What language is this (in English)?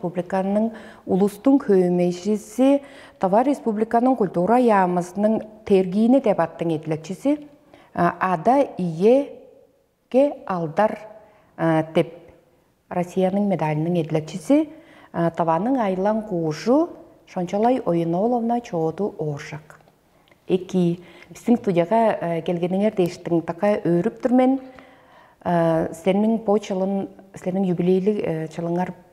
Tuvinian